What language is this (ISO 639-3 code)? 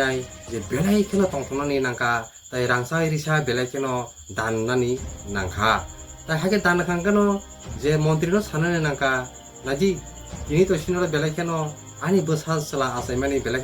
trp